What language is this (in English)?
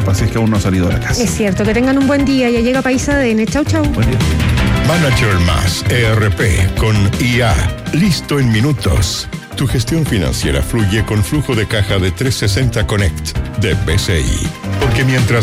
Spanish